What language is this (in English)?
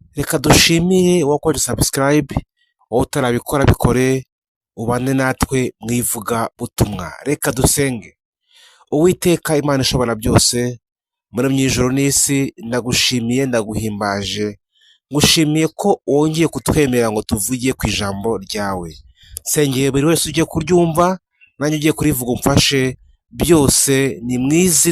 Kinyarwanda